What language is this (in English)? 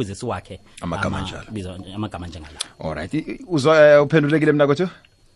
South Ndebele